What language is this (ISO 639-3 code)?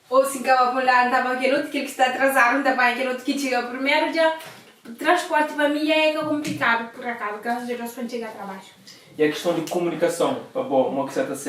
kea